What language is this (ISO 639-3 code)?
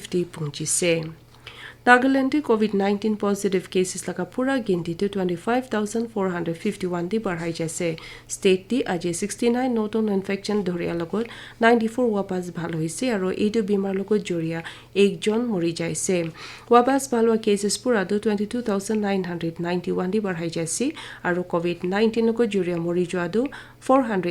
nag